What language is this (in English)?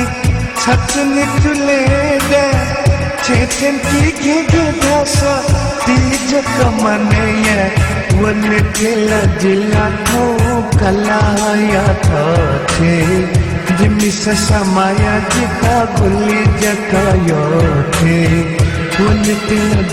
Newari